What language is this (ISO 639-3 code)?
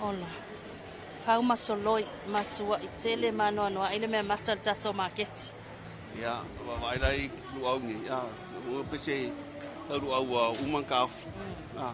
smo